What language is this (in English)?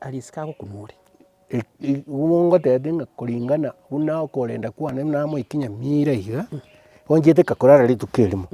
Gusii